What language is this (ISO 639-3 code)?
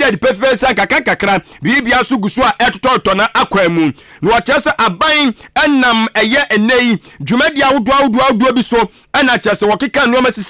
aka